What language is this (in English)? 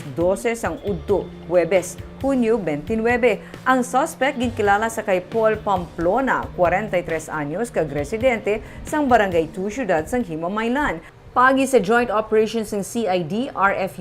Hiligaynon